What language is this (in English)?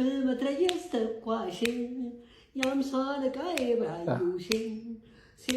Amharic